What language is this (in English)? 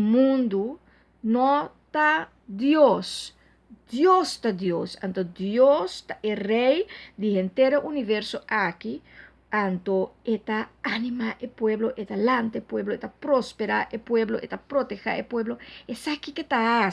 Papiamento